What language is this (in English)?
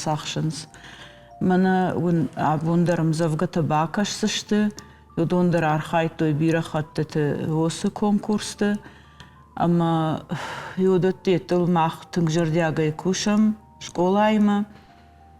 Ossetic